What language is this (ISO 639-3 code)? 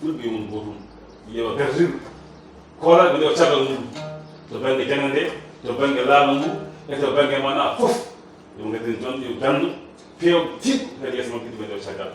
ful